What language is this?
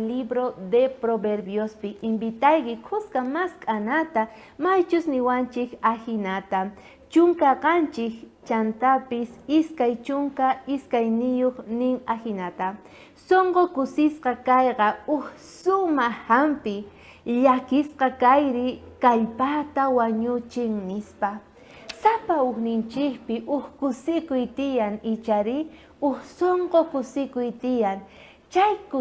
South Bolivian Quechua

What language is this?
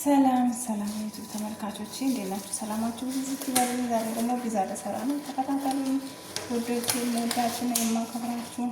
Amharic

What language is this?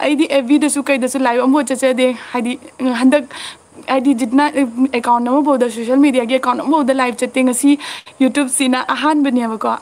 Manipuri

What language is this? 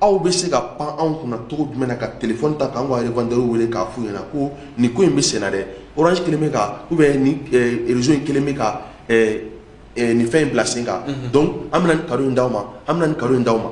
Bambara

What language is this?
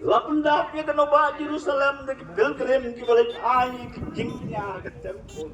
Khasi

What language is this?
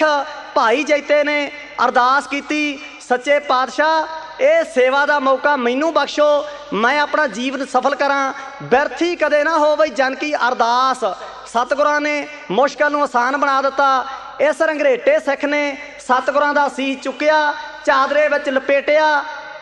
Punjabi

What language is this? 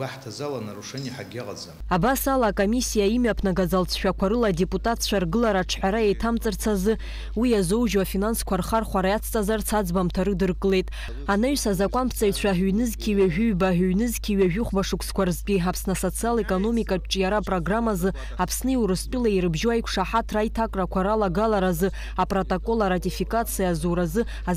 Abkhazian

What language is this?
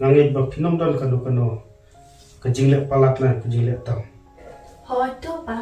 Khasi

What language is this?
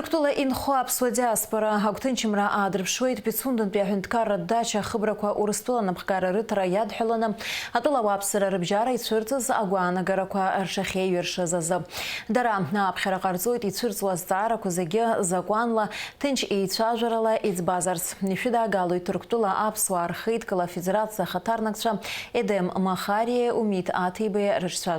Abkhazian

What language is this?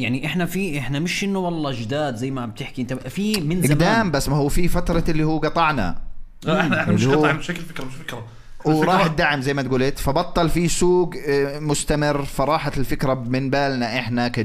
North Levantine Arabic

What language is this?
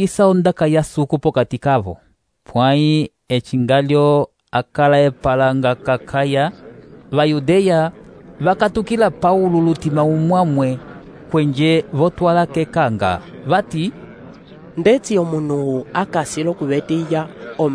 Umbundu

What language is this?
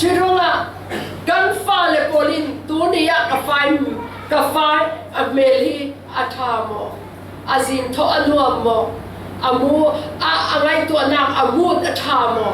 Falam Chin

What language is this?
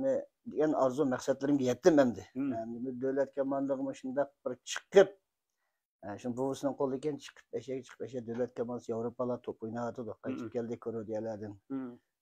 Uyghur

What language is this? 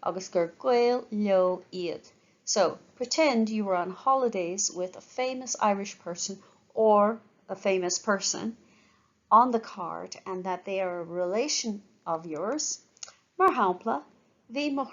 Irish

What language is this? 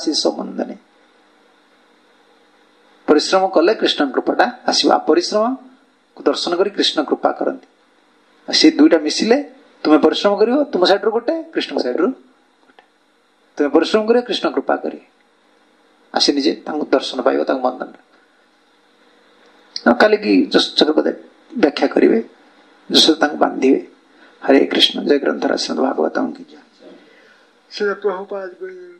Odia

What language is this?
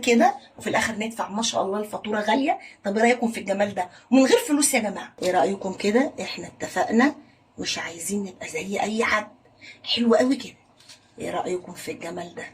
Egyptian Arabic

